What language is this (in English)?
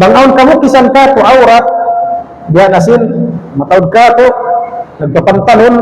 Tausug